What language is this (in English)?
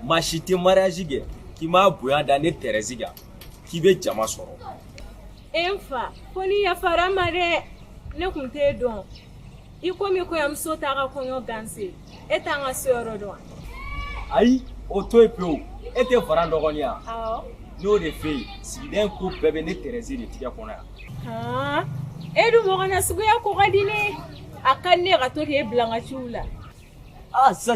Bambara